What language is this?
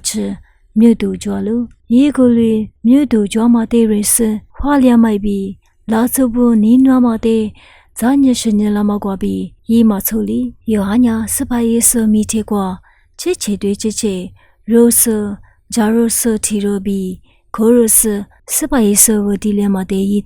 Lisu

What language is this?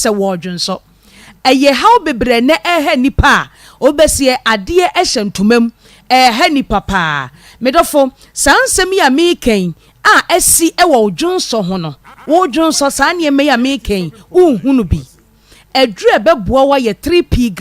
Akan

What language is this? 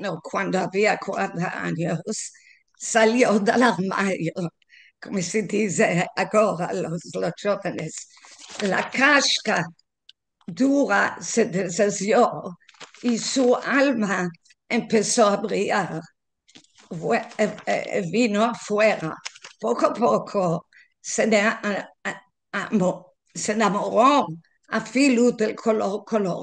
Ladino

